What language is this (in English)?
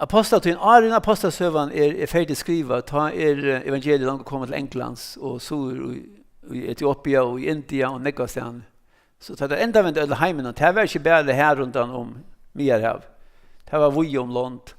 Faroese